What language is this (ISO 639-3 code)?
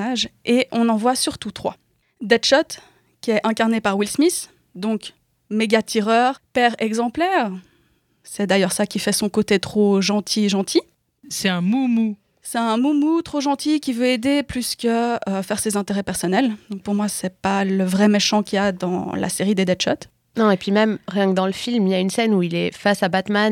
fra